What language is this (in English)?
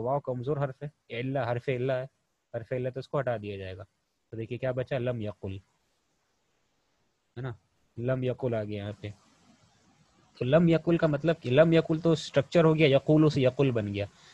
Urdu